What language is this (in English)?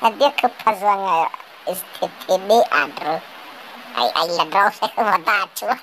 Nias